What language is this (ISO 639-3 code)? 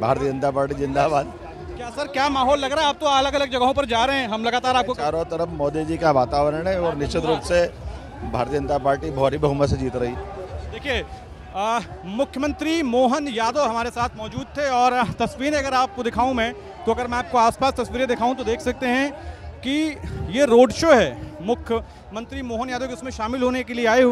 hin